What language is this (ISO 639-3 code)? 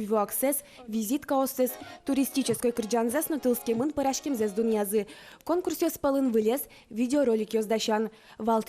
udm